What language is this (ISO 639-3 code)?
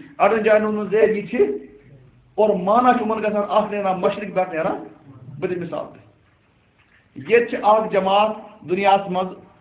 kas